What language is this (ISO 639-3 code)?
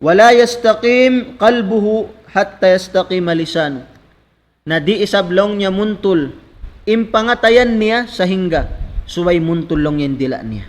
tsg